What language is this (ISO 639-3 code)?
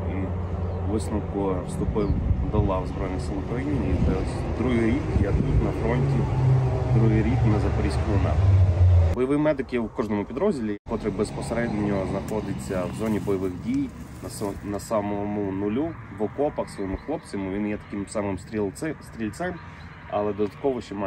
ukr